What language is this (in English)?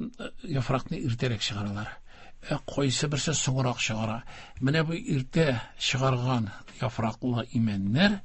Tatar